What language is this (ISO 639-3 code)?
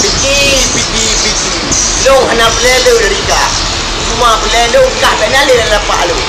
ace